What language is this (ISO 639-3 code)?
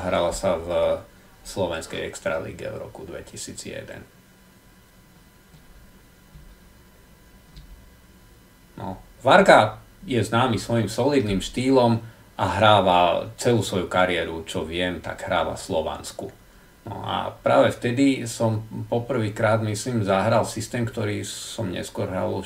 slk